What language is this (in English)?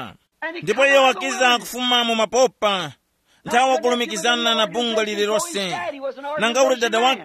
Tumbuka